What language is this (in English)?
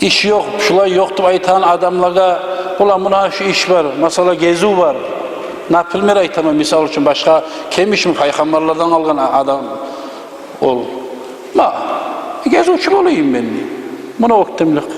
Kumyk